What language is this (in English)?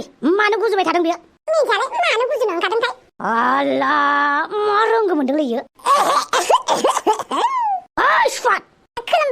Bodo